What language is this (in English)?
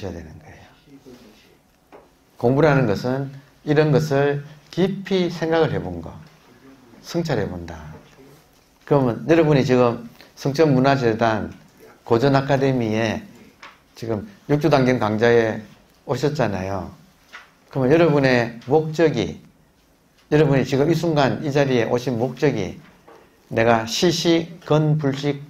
Korean